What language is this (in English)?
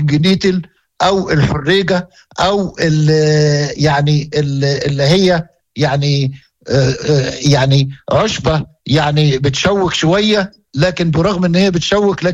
Moroccan Arabic